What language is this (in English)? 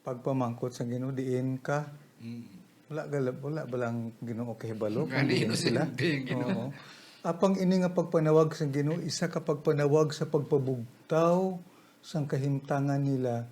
Hiligaynon